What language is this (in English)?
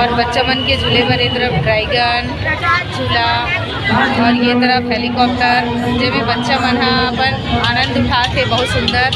Chhattisgarhi